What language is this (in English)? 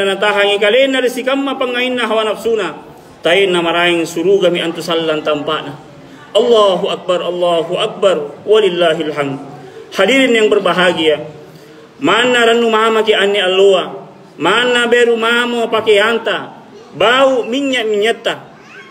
Makasar